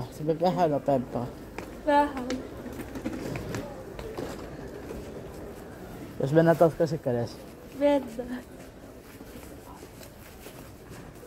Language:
Finnish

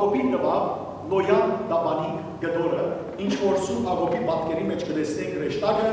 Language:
Western Armenian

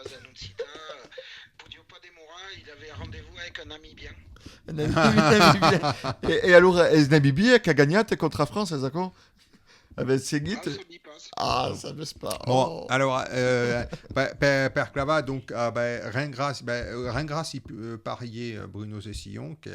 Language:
Occitan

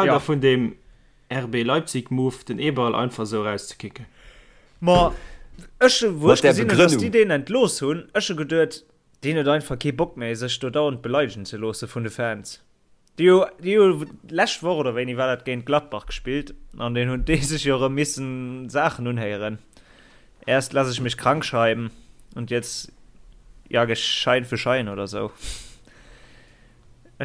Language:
Luxembourgish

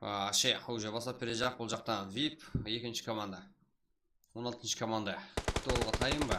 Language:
Kara-Kalpak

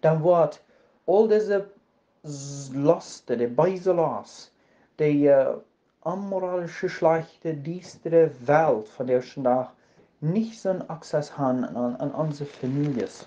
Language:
Plautdietsch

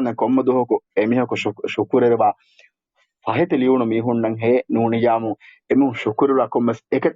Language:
Divehi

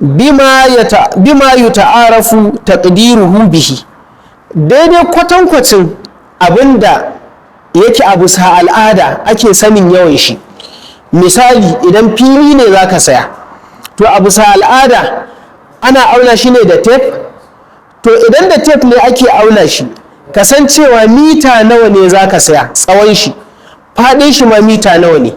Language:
Hausa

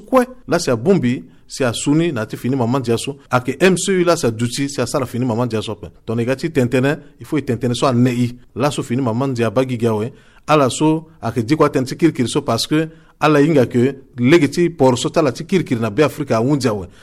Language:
Sango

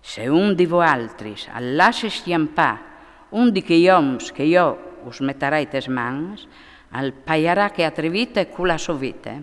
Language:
Friulian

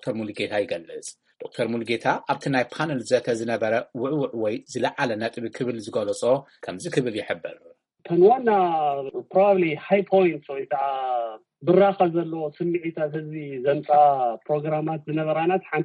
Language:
Tigrinya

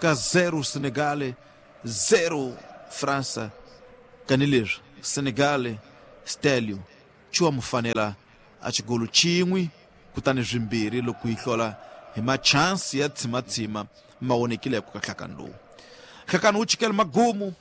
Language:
Tsonga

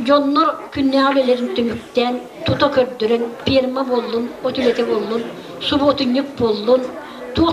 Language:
Yakut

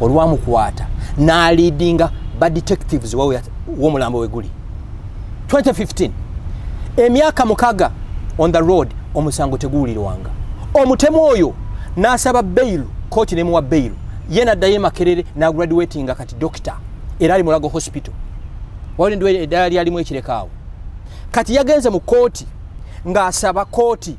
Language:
Ganda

